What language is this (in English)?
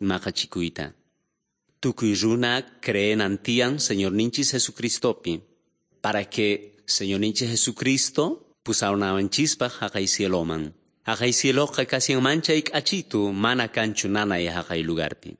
Quechua